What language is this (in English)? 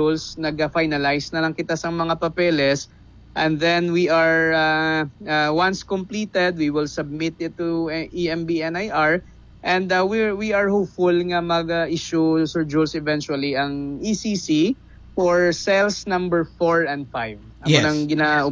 Hiligaynon